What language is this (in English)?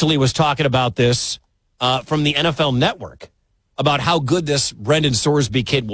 English